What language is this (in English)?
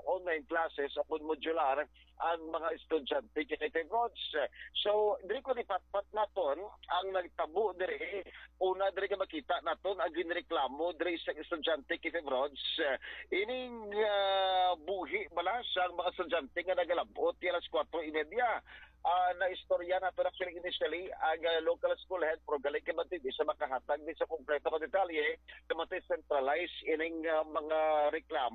Hiligaynon